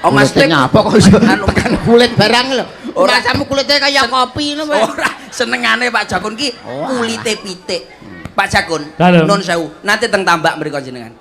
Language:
Javanese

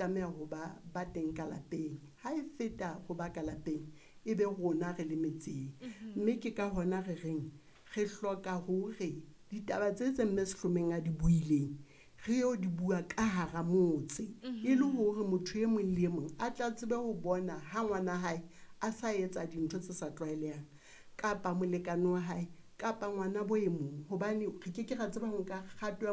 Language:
Southern Sotho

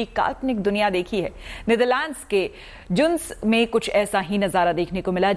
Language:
Hindi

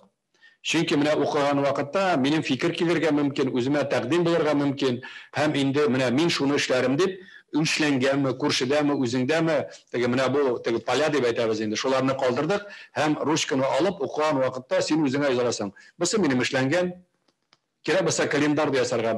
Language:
Tatar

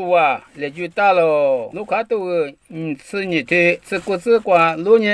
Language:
Lisu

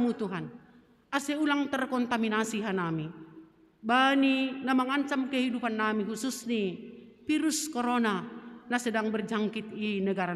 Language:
Batak Simalungun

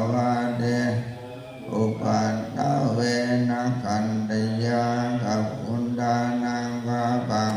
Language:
Pali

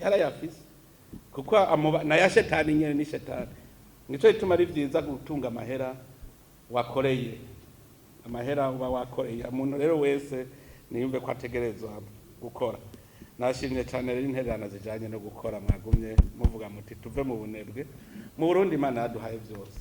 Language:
Rundi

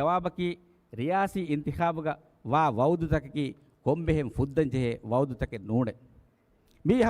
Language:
Divehi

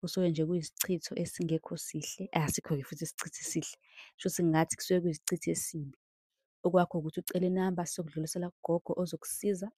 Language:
Zulu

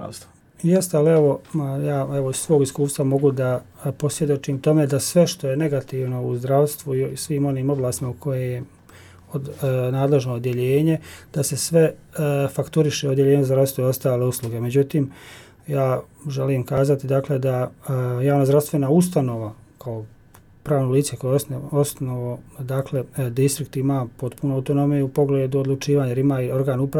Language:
Bosnian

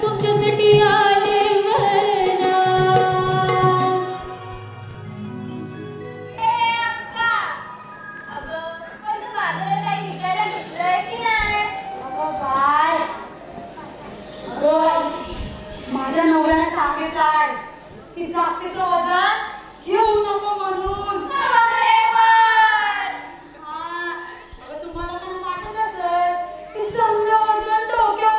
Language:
Marathi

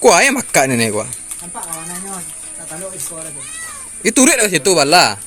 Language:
Minangkabau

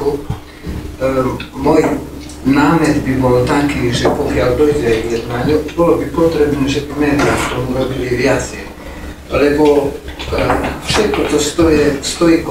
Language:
Slovak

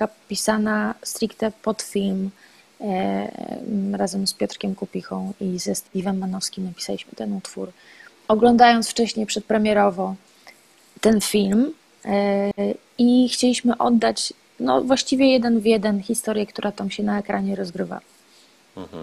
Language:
Polish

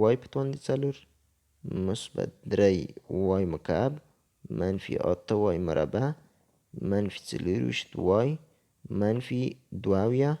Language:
Pashto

